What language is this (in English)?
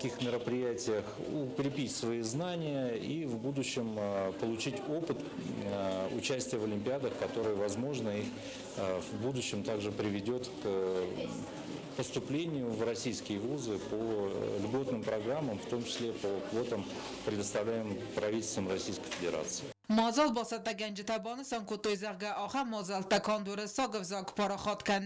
Ossetic